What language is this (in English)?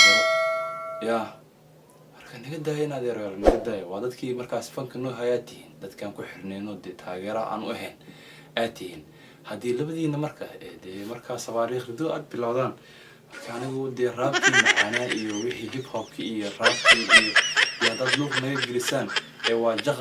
Somali